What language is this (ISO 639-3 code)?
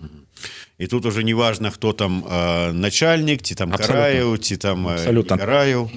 bel